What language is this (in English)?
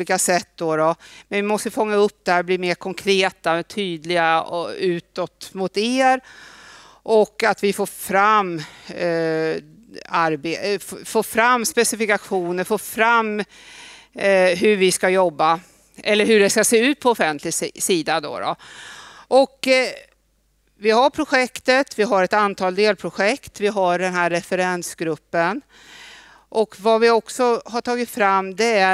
Swedish